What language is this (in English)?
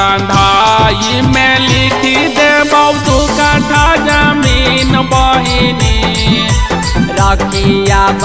Bhojpuri